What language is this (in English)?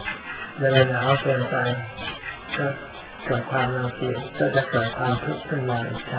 Thai